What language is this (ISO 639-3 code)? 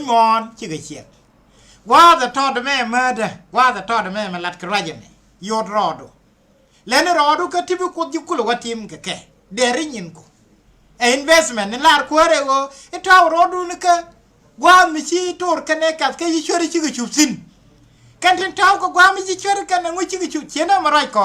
nus